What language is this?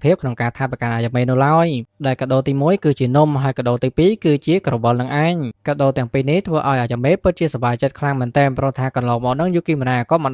Khmer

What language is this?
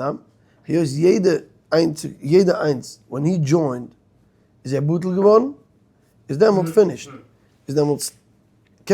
Yiddish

